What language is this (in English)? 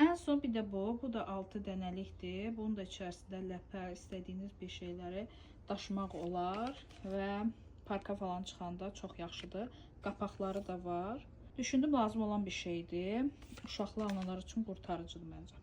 Azerbaijani